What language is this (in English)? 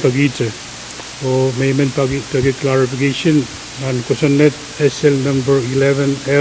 Pohnpeian